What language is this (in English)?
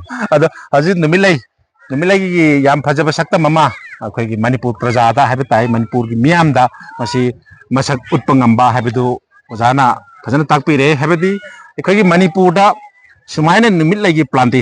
Manipuri